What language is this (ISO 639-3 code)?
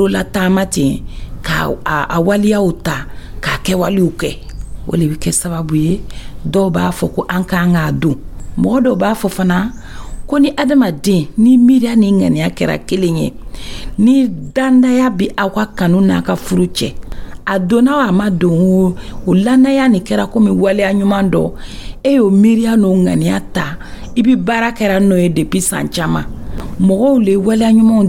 dyu